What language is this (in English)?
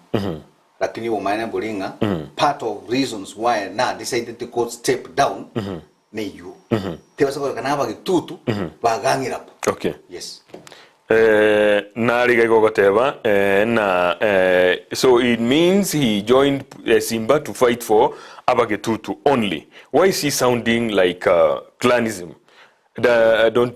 Gusii